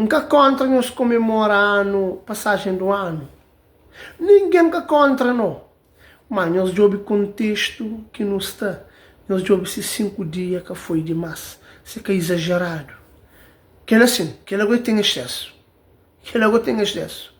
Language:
Kabuverdianu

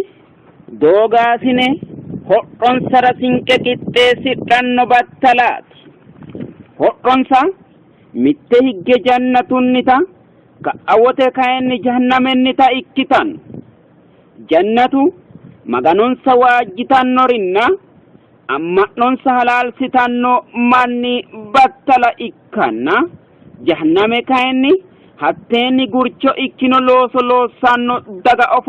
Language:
Sidamo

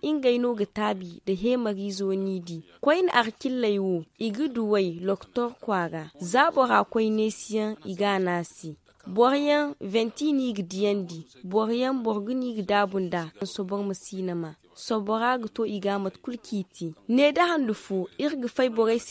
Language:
Zarma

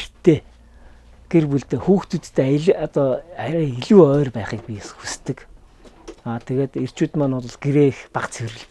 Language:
Mongolian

